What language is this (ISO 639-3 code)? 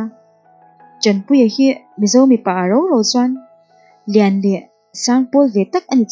lus